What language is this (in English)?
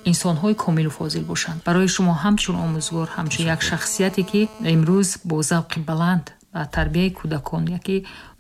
Tajik